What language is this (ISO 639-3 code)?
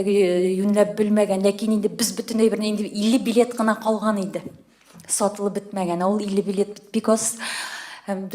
tat